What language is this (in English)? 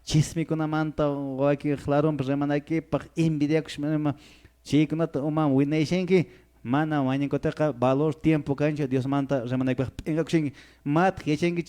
Quechua